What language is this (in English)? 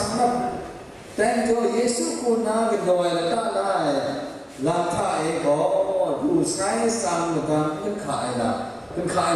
Kachin